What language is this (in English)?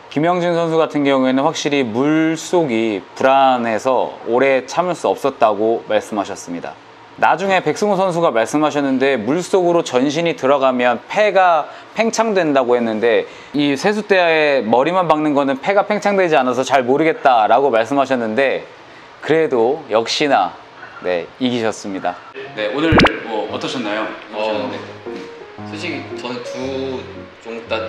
Korean